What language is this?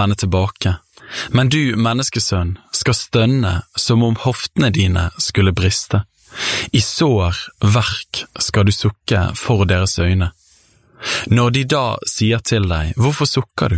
Norwegian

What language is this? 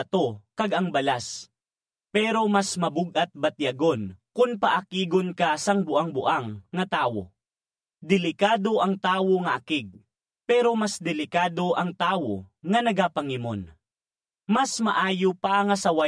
Hiligaynon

